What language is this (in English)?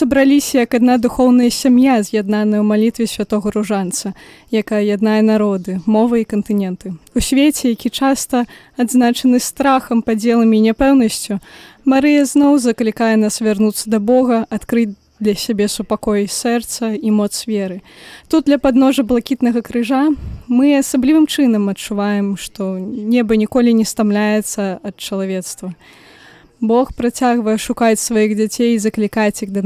Belarusian